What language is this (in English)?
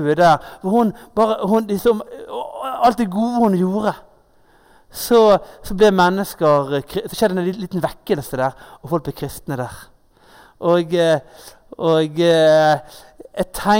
Norwegian